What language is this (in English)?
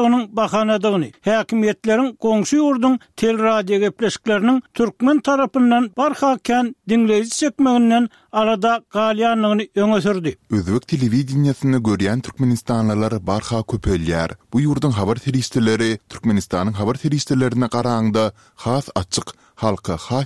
Turkmen